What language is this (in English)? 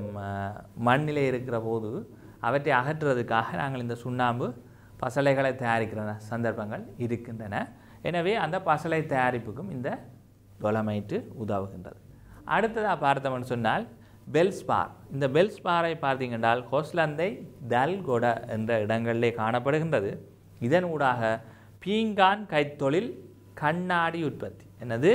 Tamil